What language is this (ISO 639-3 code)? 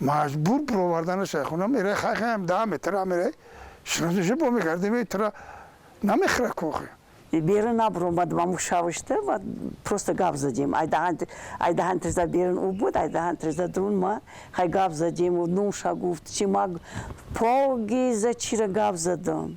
tgk